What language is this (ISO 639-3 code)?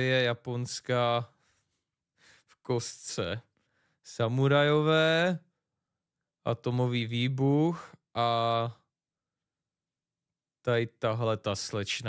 ces